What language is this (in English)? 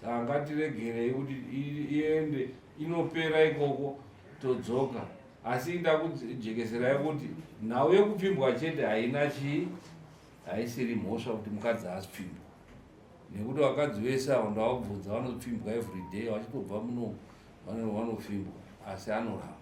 Shona